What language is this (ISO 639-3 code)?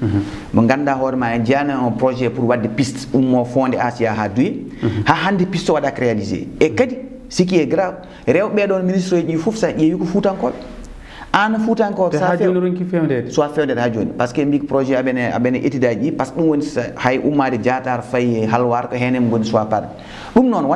ful